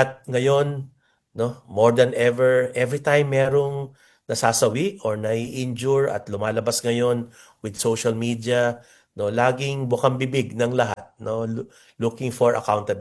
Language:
Filipino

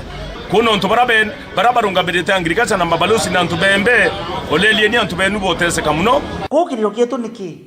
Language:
Meru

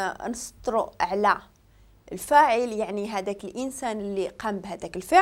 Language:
Moroccan Arabic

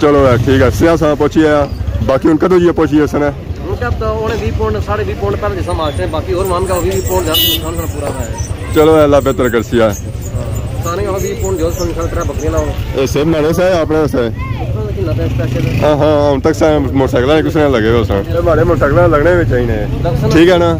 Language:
Pahari-Potwari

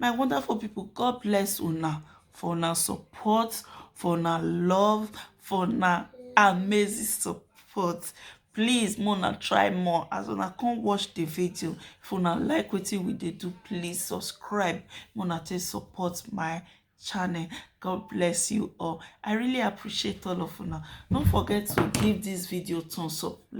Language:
Nigerian Pidgin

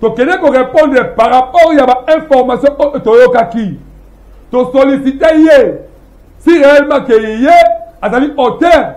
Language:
Lingala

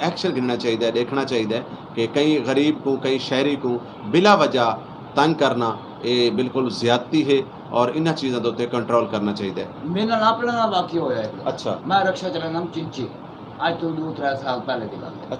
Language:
Saraiki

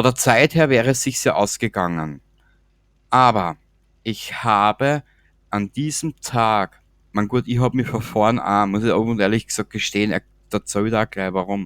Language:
Bavarian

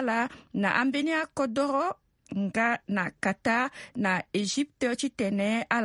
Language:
Sango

